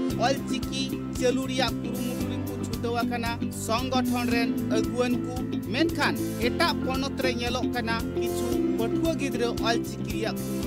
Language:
Santali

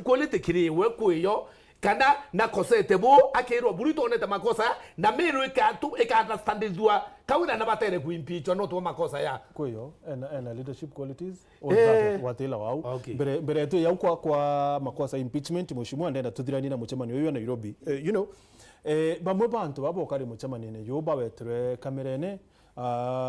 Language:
Meru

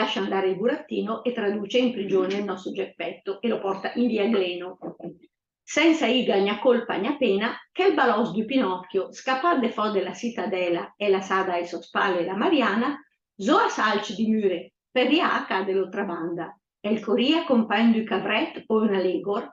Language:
Lombard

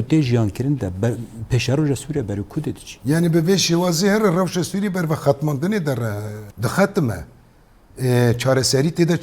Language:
Kurdish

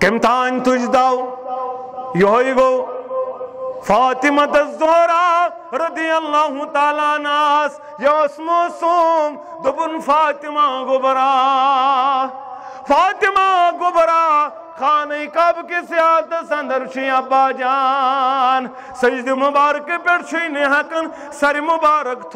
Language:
Kashmiri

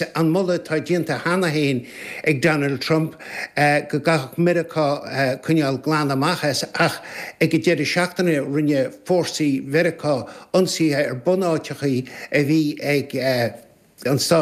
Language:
Irish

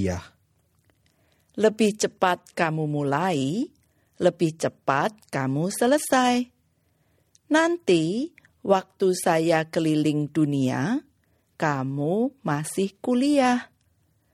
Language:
Indonesian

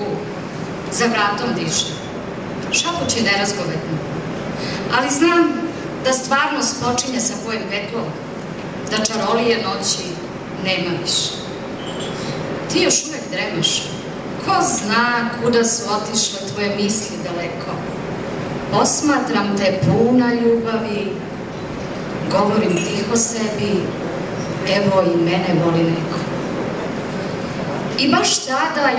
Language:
Serbian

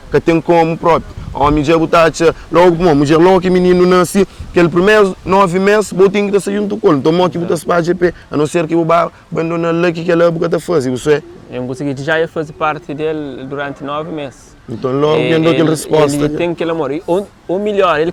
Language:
Kabuverdianu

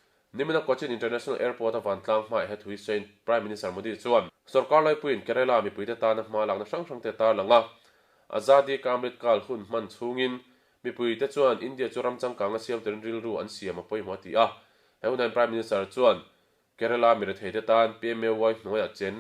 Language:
Mizo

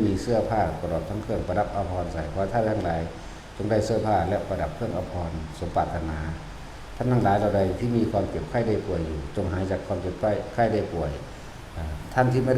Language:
Northeastern Thai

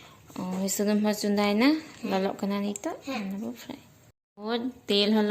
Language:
Santali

